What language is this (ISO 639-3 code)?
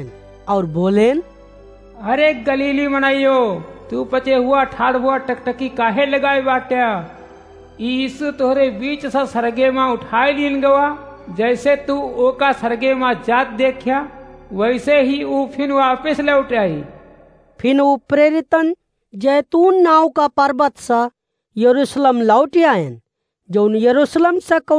awa